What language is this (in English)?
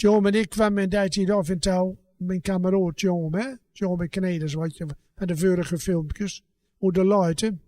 Gronings